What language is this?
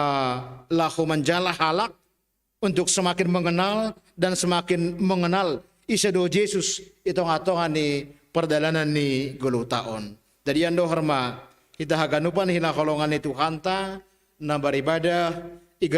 Batak Simalungun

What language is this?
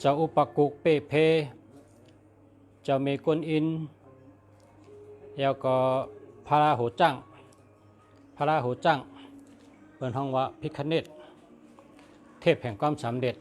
Shan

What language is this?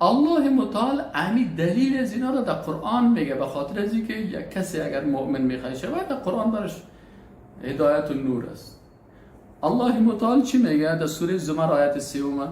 Persian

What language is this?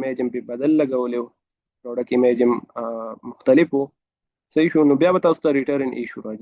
Pashto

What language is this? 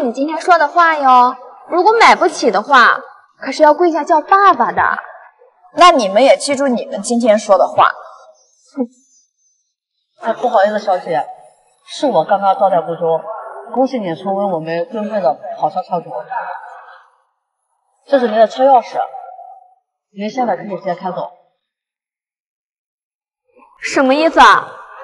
Chinese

